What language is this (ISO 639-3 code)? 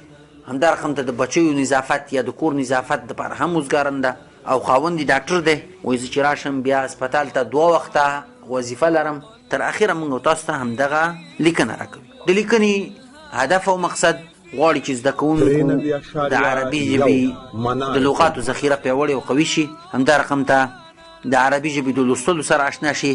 pus